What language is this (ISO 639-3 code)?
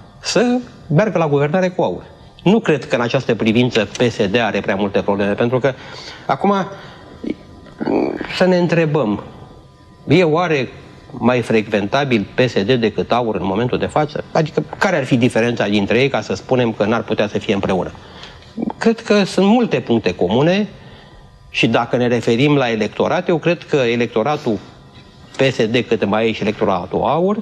ron